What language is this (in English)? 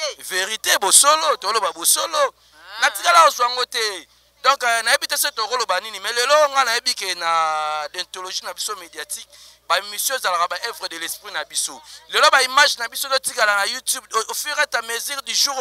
Lingala